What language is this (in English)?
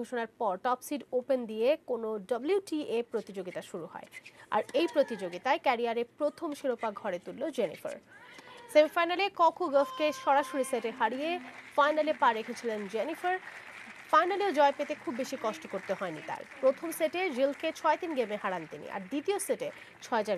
Bangla